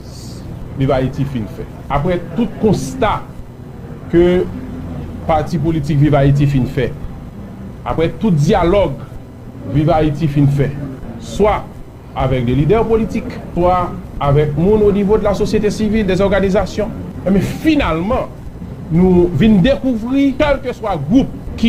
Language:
Haitian Creole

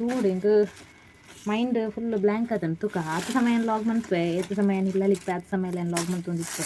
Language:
Tulu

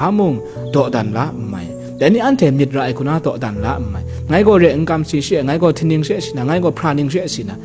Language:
Kachin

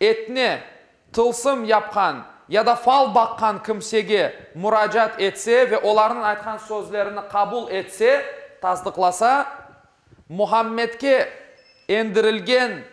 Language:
Crimean Tatar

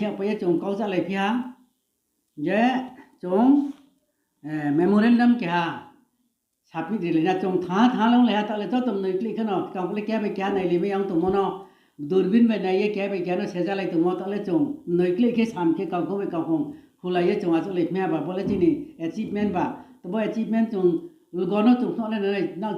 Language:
Riang (India)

